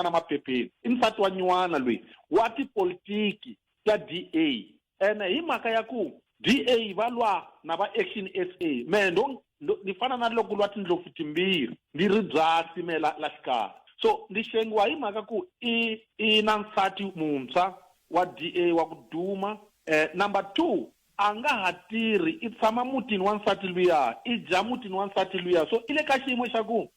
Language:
Tsonga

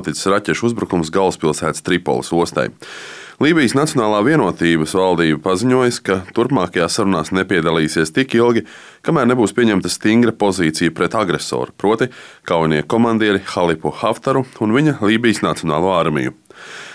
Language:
Latvian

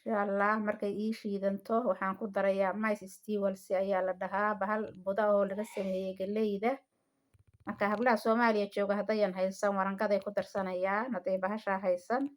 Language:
Somali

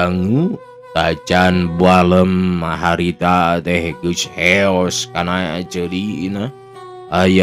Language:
Sundanese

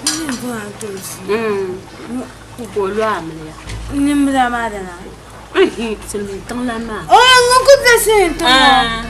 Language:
Dagbani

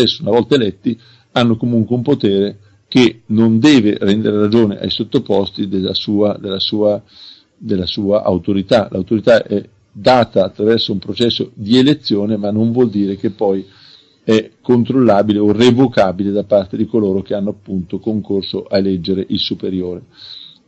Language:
Italian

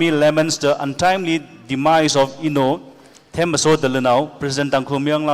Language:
Tangkhul Naga (India)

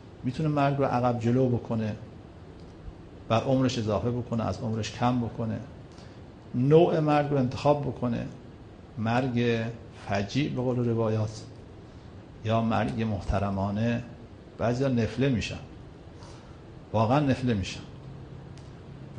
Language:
Persian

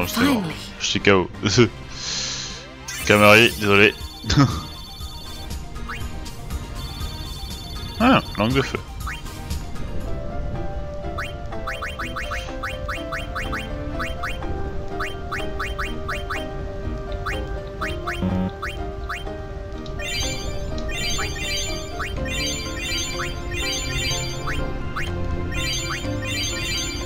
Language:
French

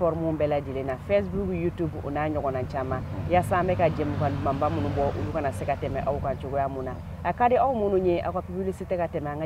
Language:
Bambara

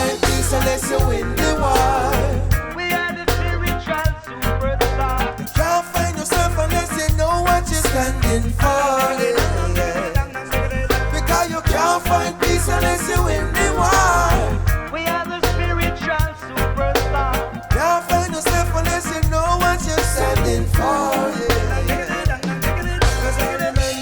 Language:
Jamaican Creole English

